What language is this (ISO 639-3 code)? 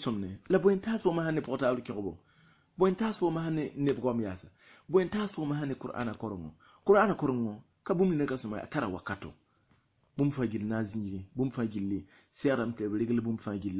mos